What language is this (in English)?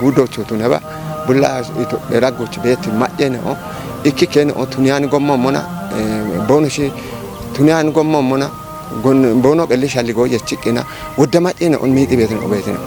Kafa